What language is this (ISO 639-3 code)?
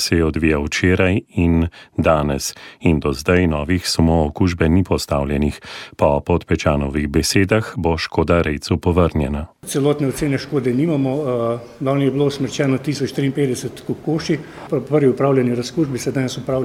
slv